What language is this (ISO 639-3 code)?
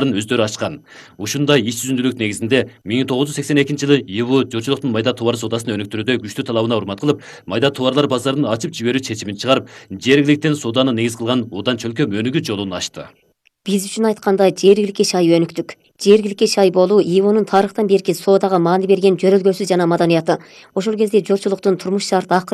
kir